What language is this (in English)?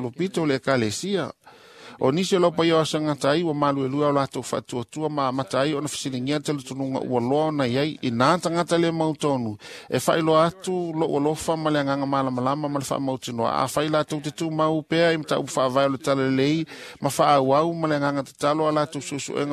Samoan